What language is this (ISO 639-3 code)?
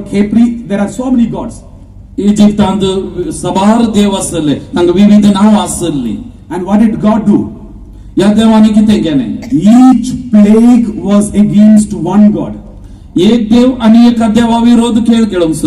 kok